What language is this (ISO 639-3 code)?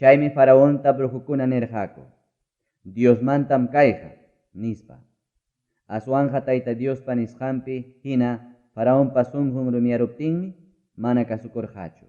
quy